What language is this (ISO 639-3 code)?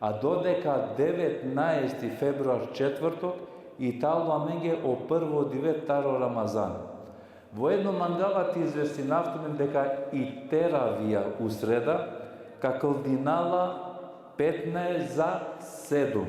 rmn